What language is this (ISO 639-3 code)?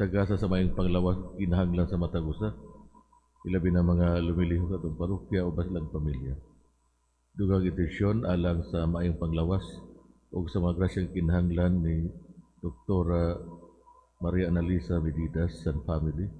ceb